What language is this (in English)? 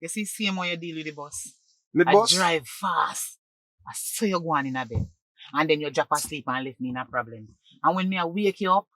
Jamaican Creole English